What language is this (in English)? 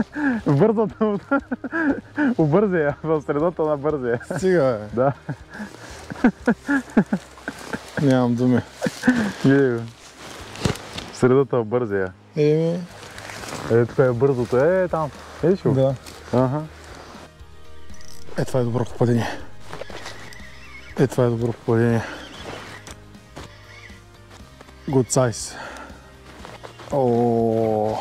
Bulgarian